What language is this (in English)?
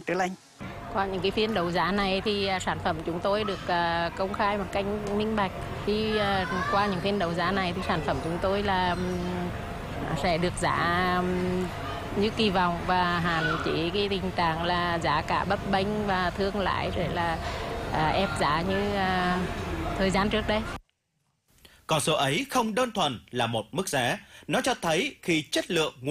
Vietnamese